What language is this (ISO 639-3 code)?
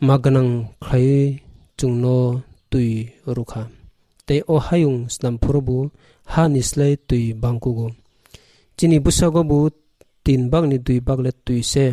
trp